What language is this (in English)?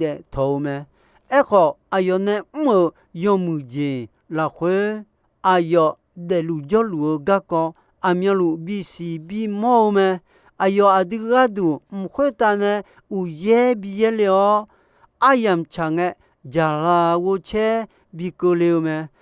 Akha